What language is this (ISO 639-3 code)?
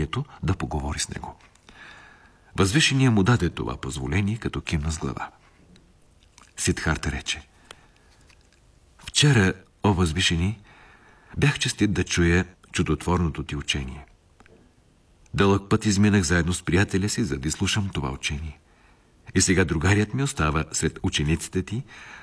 bul